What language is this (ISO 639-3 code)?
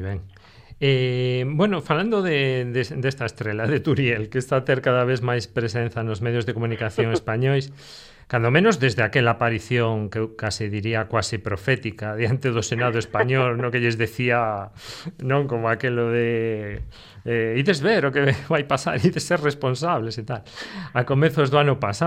glg